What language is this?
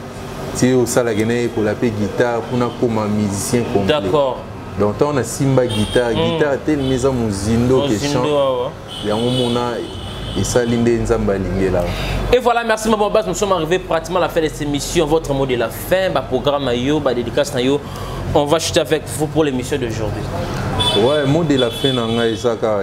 Lingala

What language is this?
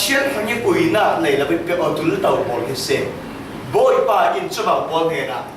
Falam Chin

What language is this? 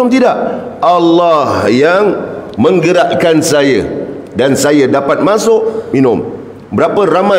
Malay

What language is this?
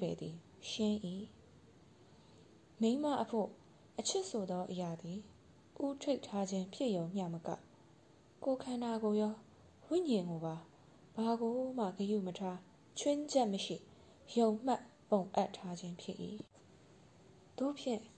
Burmese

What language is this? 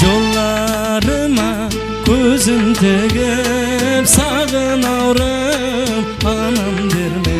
Kara-Kalpak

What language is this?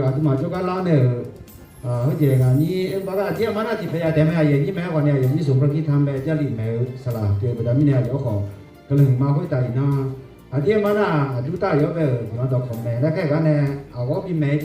Akha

